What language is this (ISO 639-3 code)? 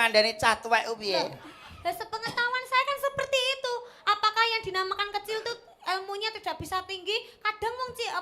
jav